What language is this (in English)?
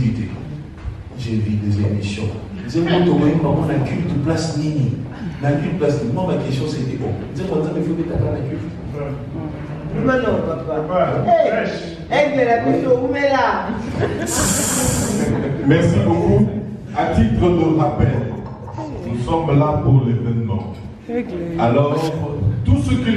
French